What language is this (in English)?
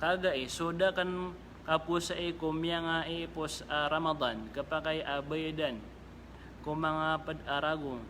Maranao